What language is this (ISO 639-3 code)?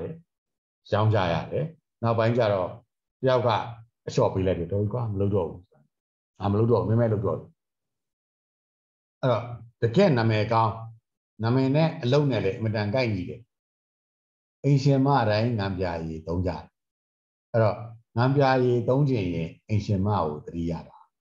mya